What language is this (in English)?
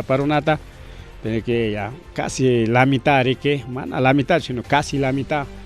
Ayacucho Quechua